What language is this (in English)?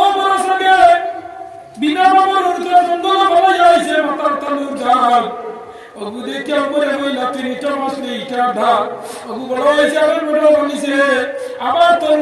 Sylheti